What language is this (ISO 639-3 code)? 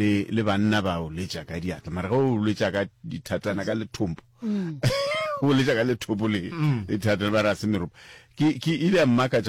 nso